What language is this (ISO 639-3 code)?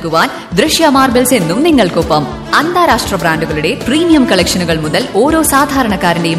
mal